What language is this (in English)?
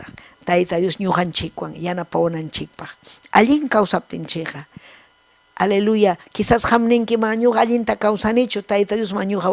Ayacucho Quechua